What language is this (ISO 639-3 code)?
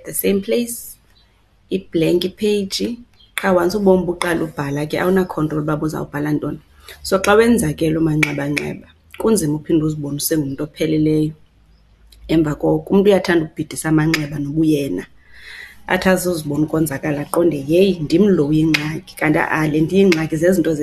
xho